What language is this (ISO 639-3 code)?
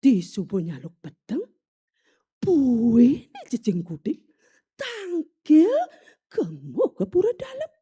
ban